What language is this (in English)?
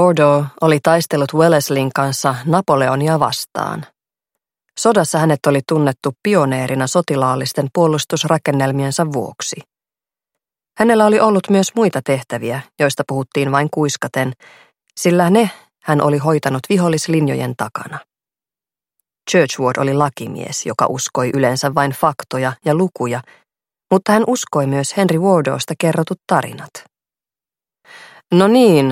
Finnish